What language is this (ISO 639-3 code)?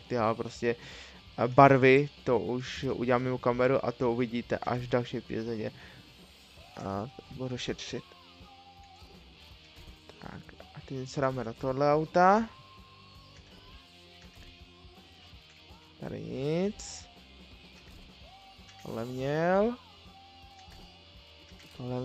ces